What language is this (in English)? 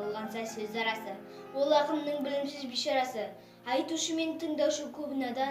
Kazakh